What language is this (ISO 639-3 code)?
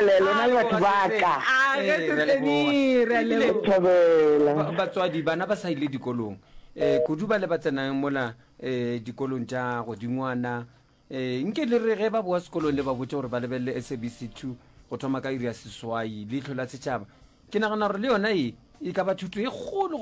nso